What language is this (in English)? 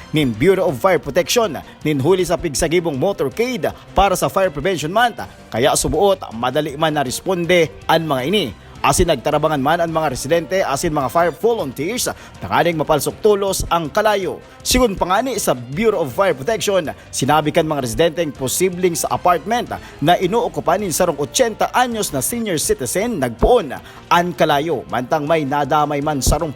Bikol